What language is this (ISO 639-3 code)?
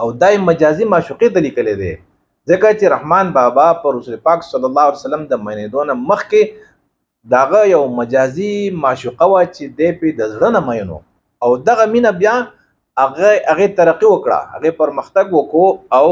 pus